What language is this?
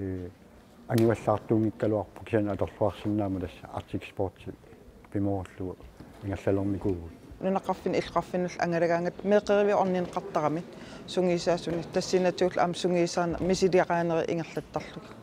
Kalaallisut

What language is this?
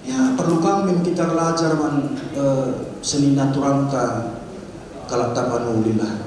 Batak Karo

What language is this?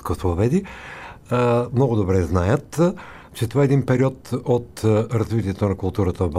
Bulgarian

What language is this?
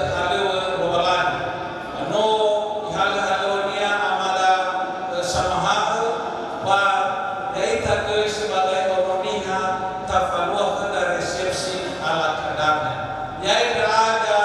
Nias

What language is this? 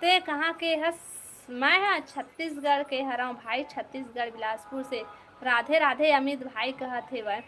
Chhattisgarhi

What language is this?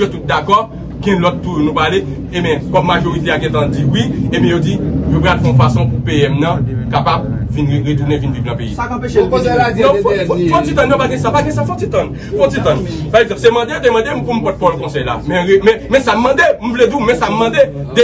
Haitian Creole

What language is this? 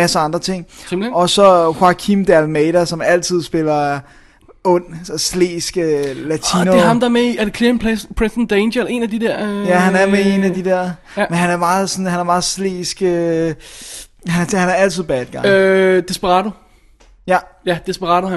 Danish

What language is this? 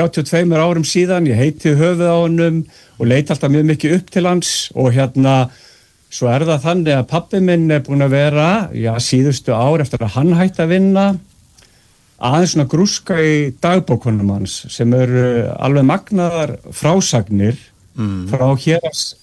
Icelandic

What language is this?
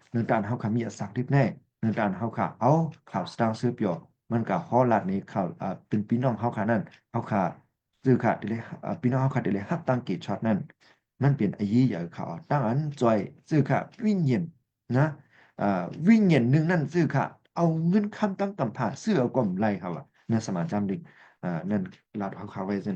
Shan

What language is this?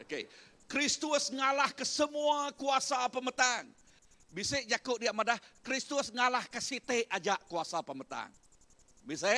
Iban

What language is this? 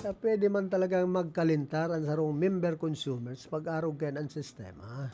Bikol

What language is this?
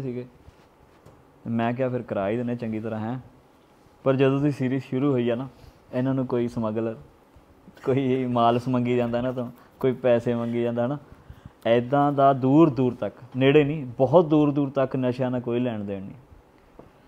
Punjabi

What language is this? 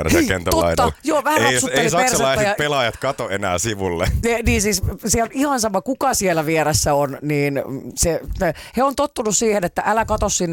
Finnish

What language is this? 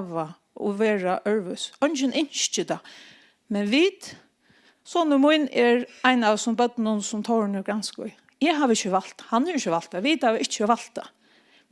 Faroese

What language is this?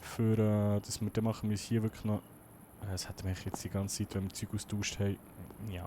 Swiss German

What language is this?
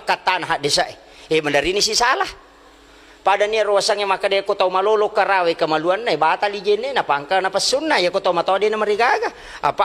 Buginese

